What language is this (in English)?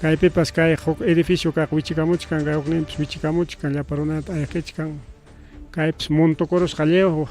Ayacucho Quechua